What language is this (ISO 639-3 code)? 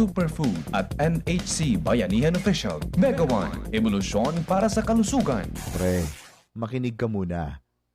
bik